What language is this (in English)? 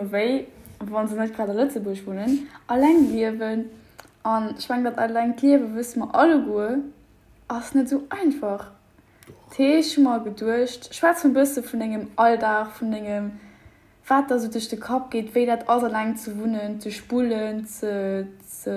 Luxembourgish